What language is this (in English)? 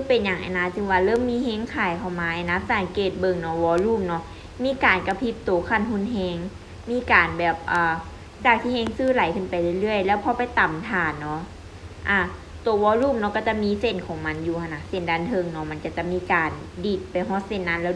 Lao